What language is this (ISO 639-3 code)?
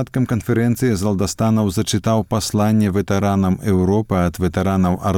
bel